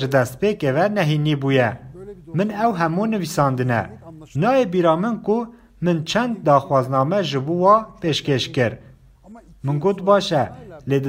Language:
Kurdish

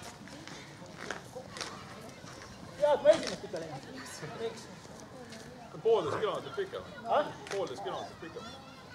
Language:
Estonian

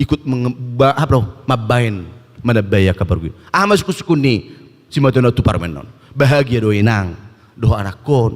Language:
Batak Toba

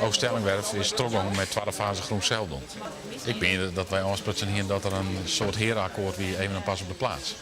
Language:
Western Frisian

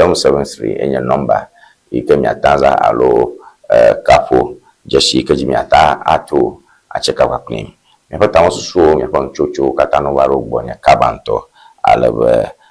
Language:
Ewe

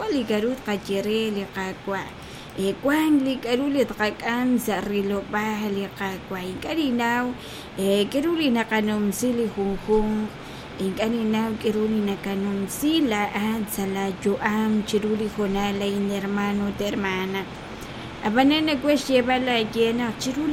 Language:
Kekchí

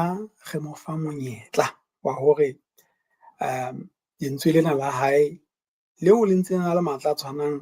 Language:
Southern Sotho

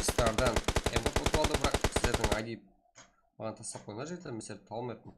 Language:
Kara-Kalpak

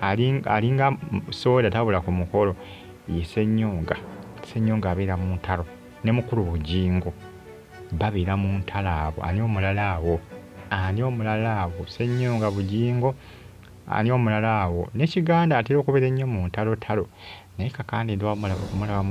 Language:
Ganda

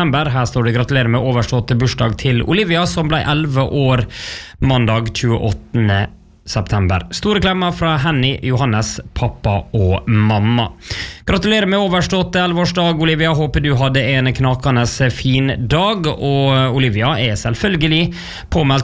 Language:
Norwegian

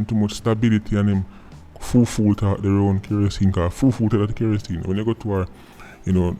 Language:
Jamaican Creole English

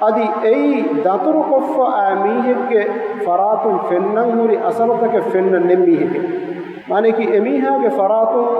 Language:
Divehi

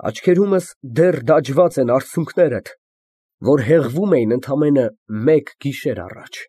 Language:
Armenian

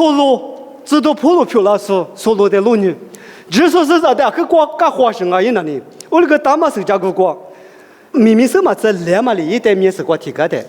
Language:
Lisu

